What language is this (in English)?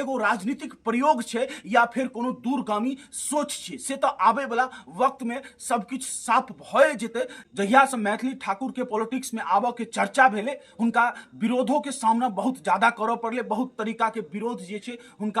Maithili